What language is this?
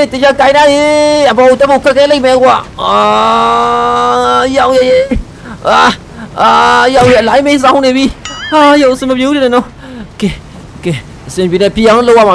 Burmese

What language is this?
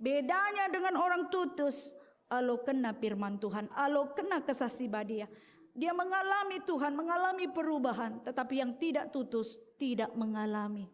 Batak Karo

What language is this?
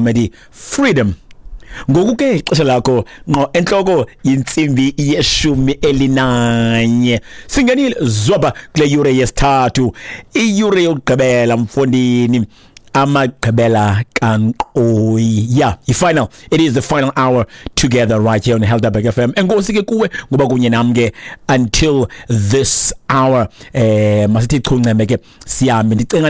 Xhosa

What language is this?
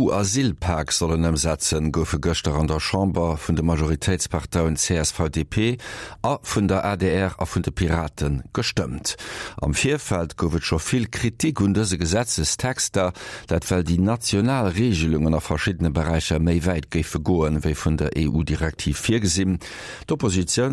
Luxembourgish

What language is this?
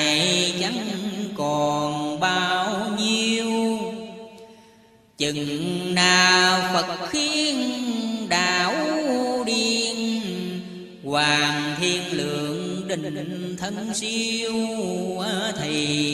Vietnamese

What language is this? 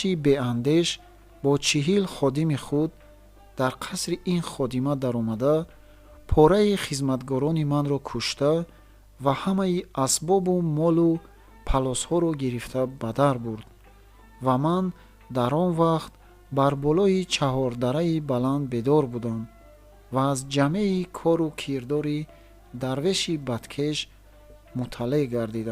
Tajik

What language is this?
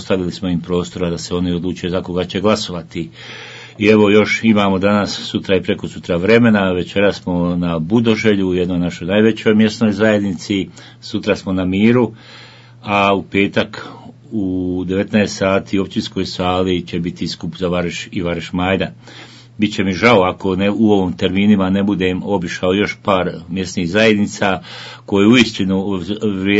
Bosnian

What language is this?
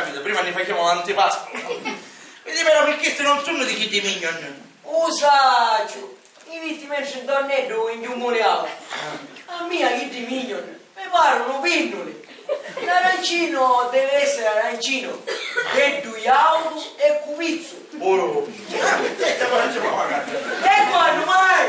Sicilian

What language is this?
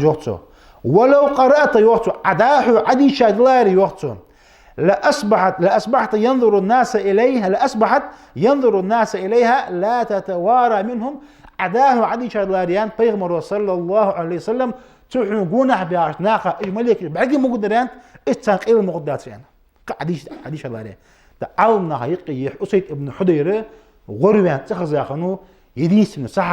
Ingush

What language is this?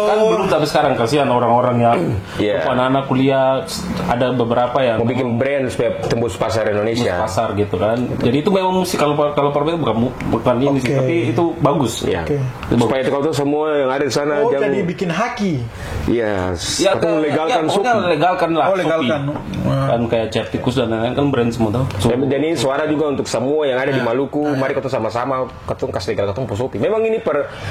Ambonese Malay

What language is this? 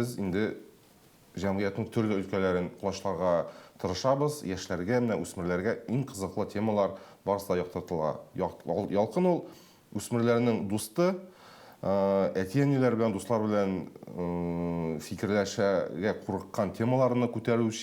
Tatar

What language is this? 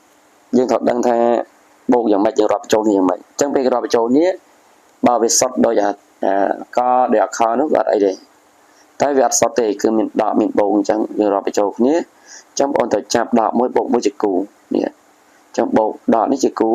Khmer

